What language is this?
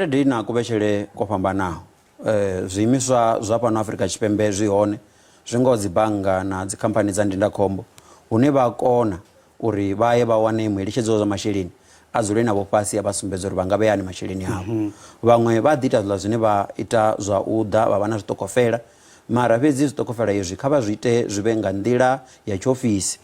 Venda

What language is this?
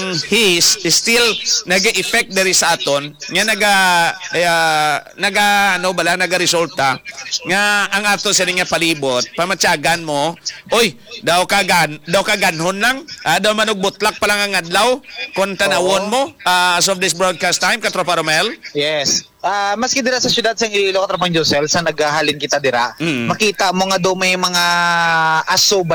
Hiligaynon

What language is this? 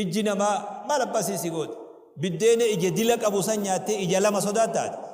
Oromo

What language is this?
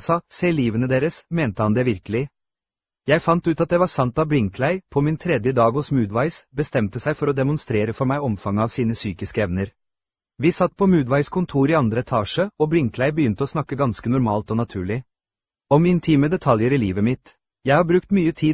Norwegian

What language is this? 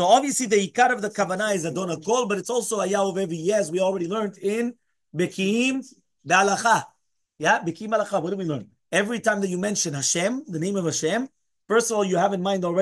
English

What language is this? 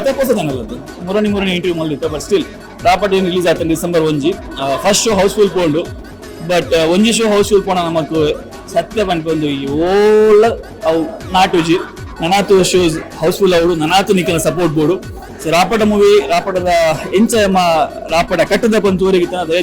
Tulu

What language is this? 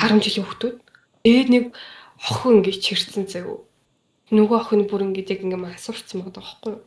Mongolian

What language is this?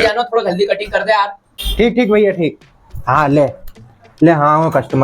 Rajasthani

